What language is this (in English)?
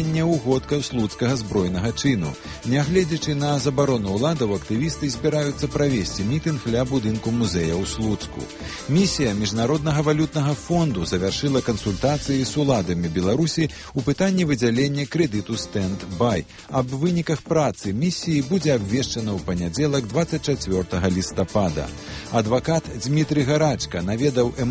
Belarusian